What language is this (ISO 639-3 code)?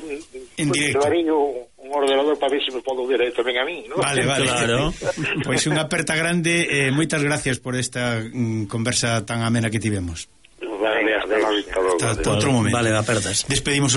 glg